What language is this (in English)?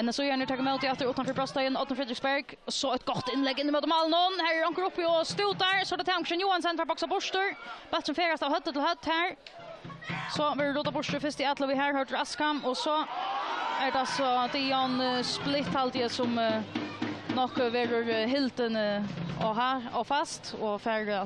Faroese